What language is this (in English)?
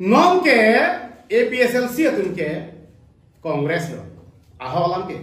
Karbi